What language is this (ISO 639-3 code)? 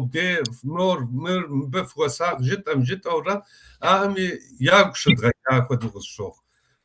kbd